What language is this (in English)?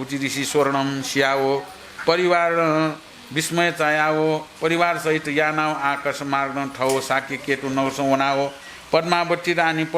Newari